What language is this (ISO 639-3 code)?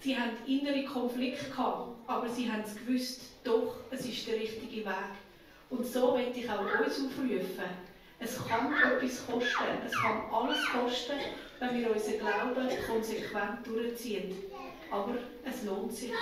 gsw